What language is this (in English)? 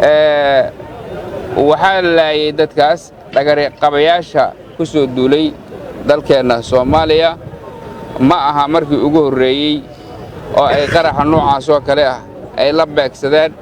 Somali